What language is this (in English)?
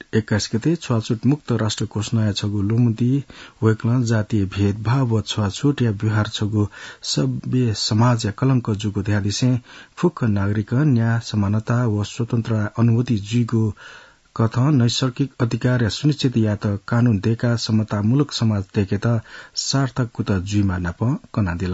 Newari